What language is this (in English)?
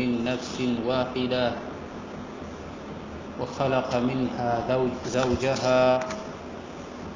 Swahili